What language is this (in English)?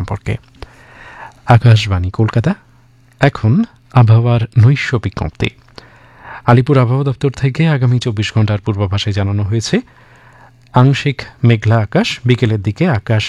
Bangla